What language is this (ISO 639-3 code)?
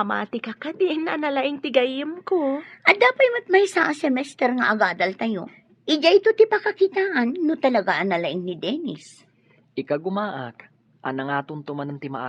ilo